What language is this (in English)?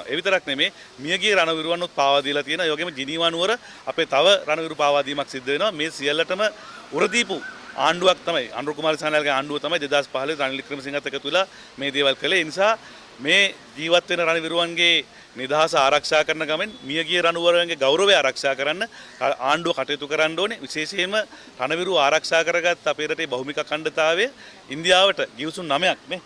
Sinhala